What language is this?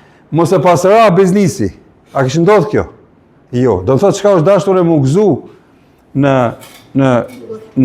Albanian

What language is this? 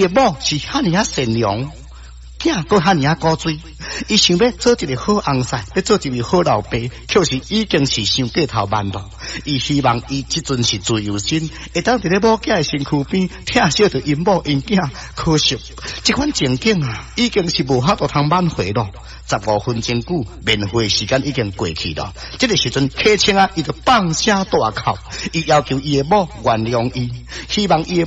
Min Nan Chinese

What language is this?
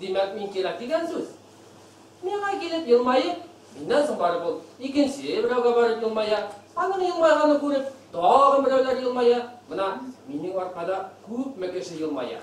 Bashkir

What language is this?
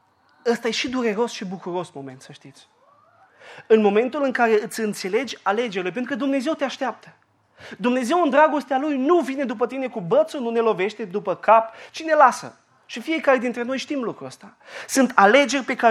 Romanian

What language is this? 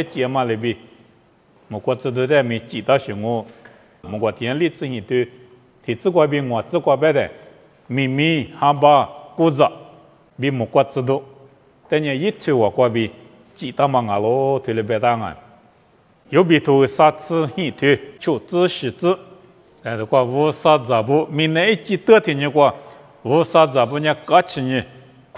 Lisu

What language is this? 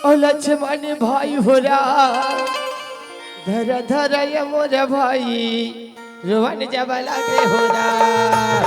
Chhattisgarhi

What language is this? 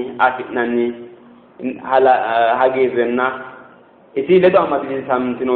Sidamo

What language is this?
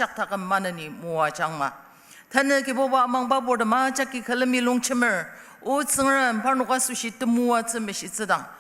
Ao Naga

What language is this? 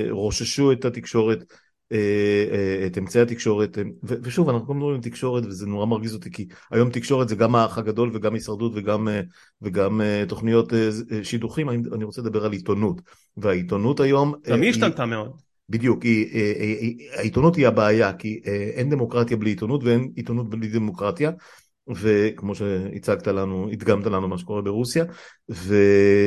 Hebrew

